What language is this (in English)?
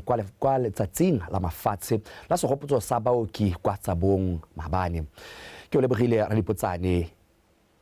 Tswana